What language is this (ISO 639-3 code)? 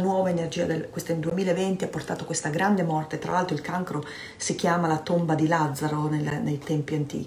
ita